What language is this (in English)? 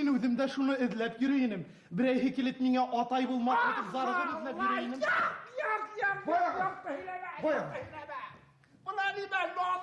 Bashkir